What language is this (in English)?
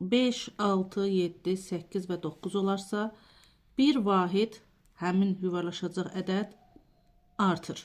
Azerbaijani